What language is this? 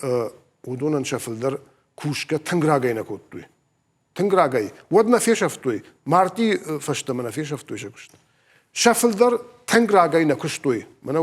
Ossetic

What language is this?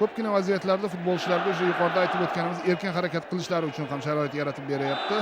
Uzbek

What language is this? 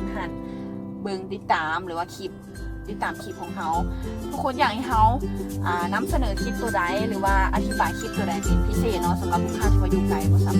Lao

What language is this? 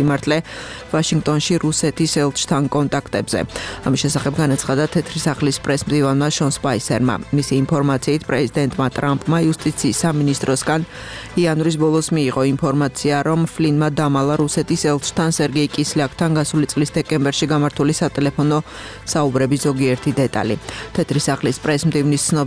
Georgian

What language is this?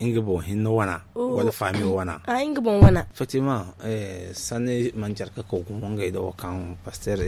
Zarma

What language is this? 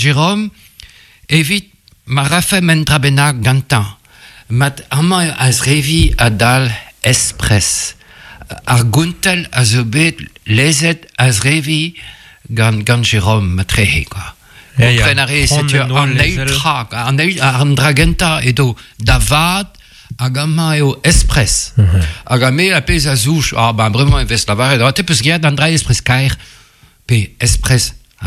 Breton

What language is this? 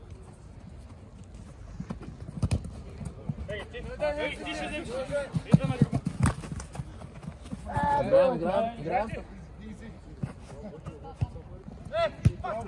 Bulgarian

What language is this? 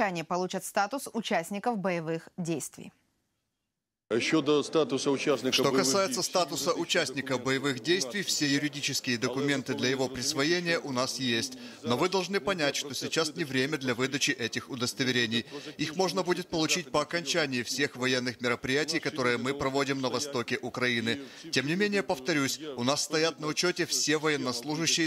Russian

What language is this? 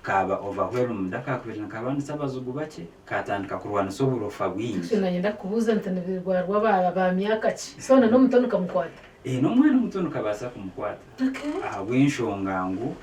Nyankole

